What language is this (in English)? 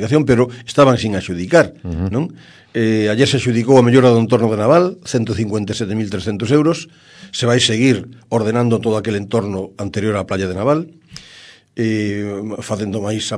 Galician